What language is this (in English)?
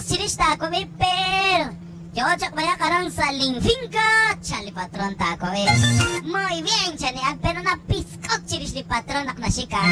Kekchí